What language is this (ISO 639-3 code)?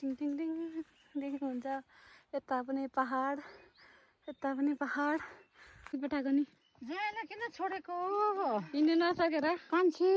nep